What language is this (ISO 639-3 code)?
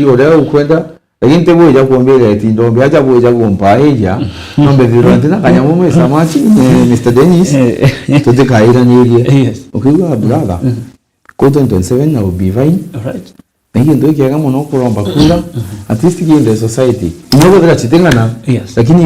mer